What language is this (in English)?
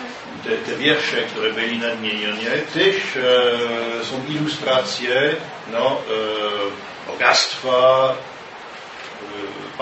Polish